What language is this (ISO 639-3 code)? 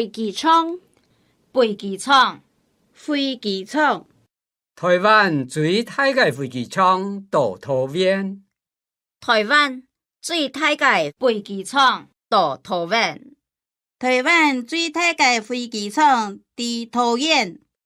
hak